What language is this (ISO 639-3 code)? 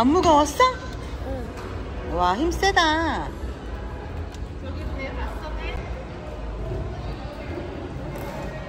kor